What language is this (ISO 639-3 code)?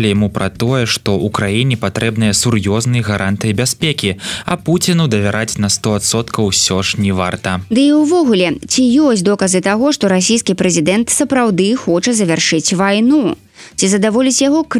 bel